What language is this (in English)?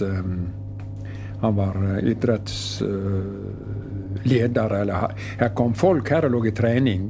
Norwegian